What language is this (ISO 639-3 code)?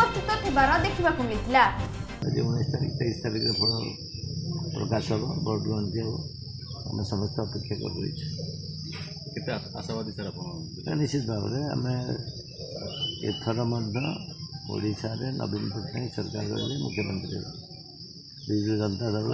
ori